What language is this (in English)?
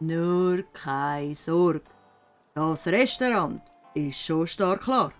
Swiss German